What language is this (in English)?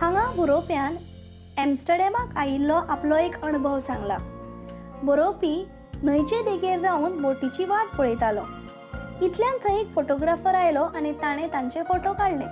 Konkani